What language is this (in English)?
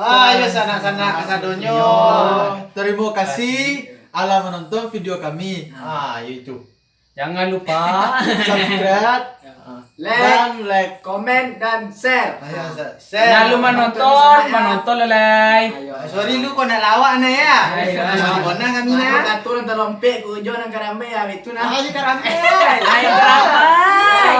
Minangkabau